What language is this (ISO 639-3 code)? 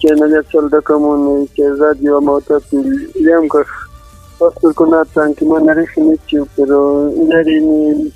quy